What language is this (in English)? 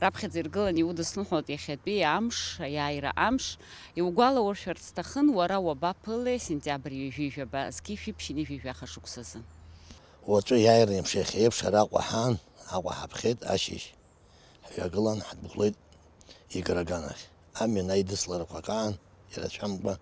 Abkhazian